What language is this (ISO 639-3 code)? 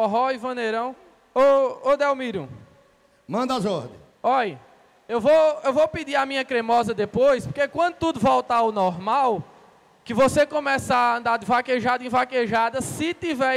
por